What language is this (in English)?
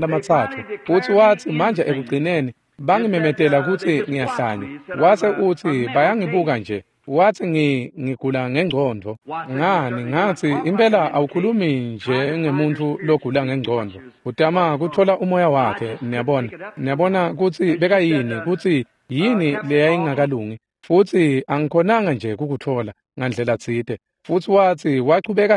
Swati